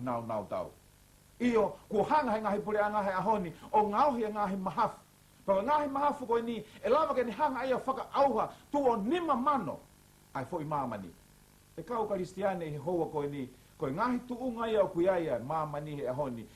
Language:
Tongan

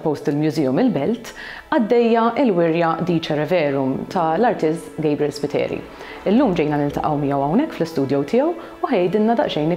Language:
Maltese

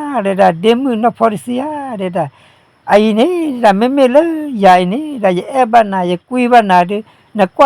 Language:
S'gaw Karen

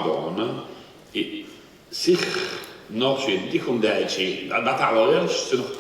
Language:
Chechen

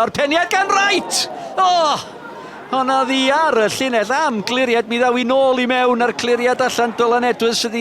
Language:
Welsh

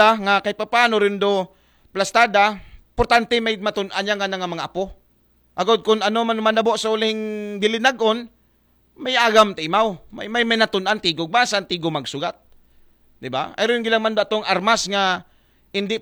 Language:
Aklanon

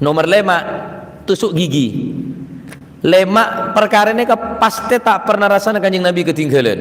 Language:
Madurese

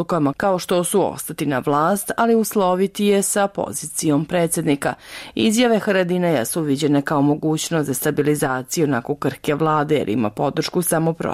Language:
Bosnian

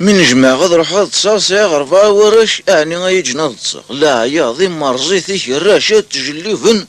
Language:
Kabyle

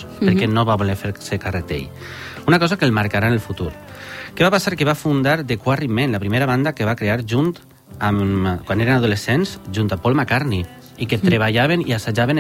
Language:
Catalan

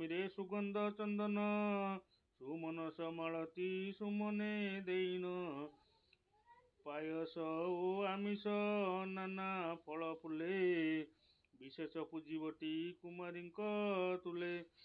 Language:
Odia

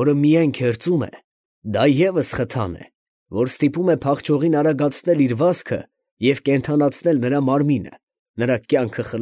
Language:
Armenian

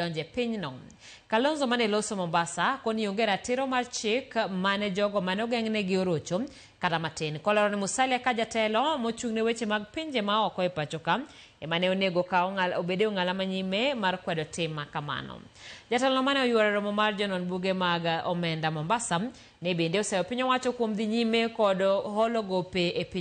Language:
Luo (Kenya and Tanzania)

